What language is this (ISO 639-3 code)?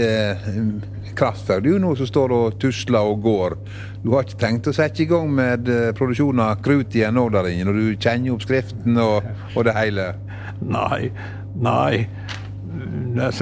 nor